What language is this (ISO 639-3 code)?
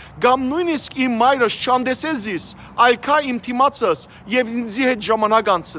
hyw